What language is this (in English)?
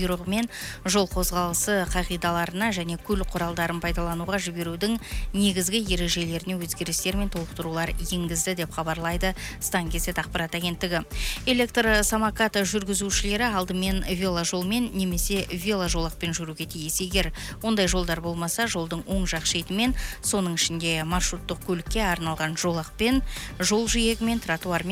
Kazakh